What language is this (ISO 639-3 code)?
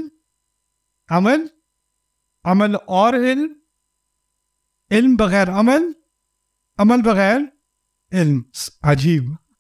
urd